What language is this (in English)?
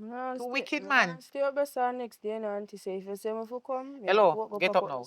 Jamaican Creole English